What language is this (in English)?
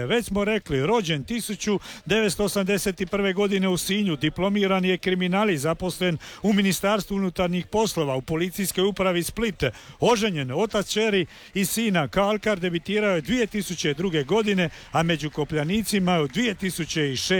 Croatian